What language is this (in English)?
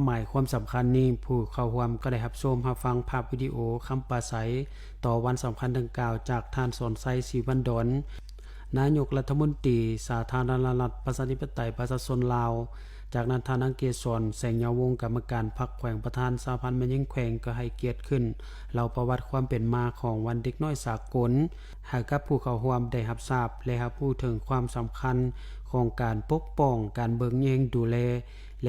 Lao